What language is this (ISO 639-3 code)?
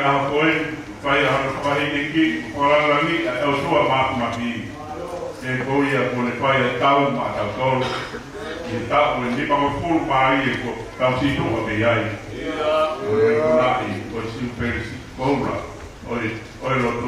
ton